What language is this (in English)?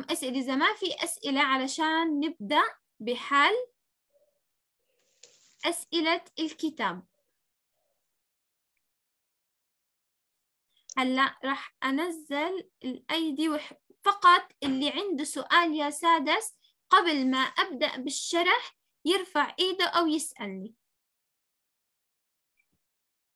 South Levantine Arabic